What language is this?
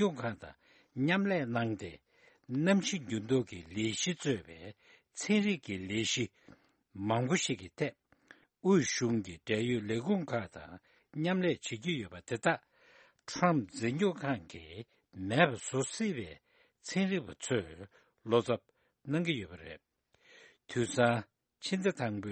Tibetan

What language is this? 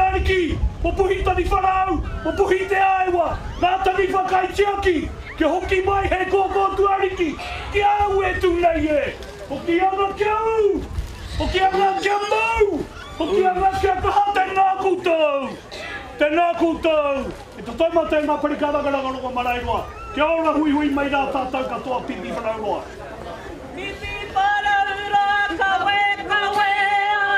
Māori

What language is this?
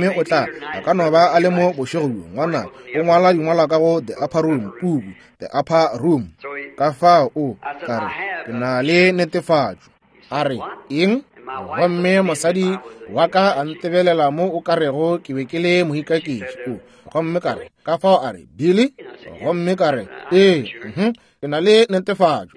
Northern Sotho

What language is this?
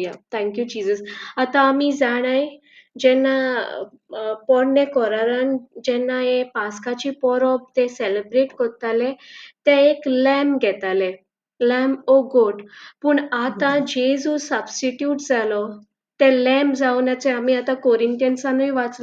Konkani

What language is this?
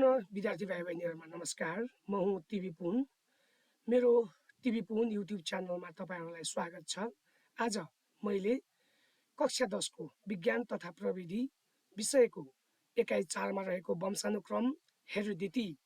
Nepali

